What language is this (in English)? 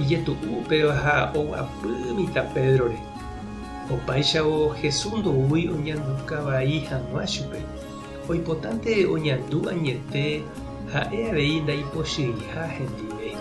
Guarani